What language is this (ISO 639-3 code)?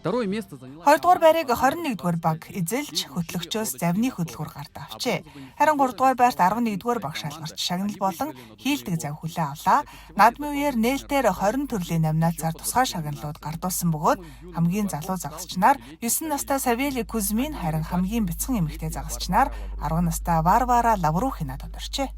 mon